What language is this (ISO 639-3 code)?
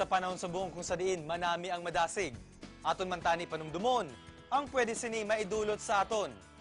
hil